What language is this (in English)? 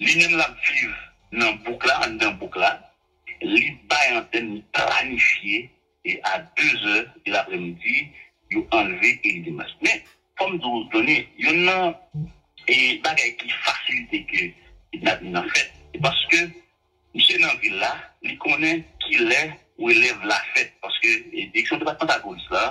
Haitian Creole